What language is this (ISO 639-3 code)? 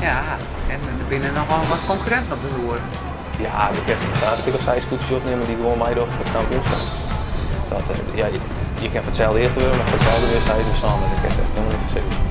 fry